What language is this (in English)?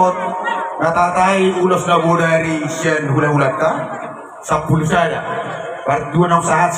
Batak Toba